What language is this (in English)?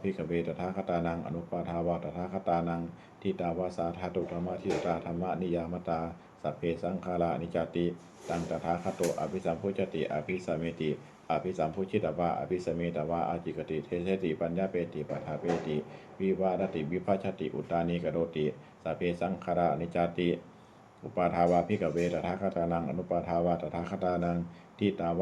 Pali